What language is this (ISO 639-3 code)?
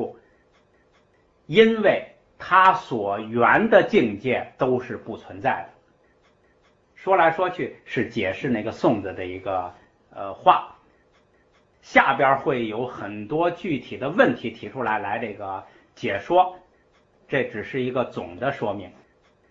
zho